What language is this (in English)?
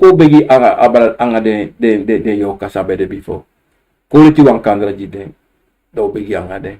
Sranan Tongo